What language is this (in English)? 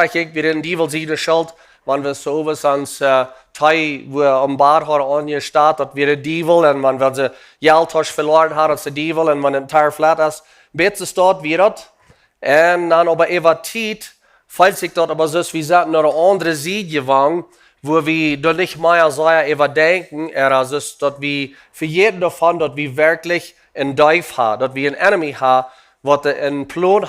Plautdietsch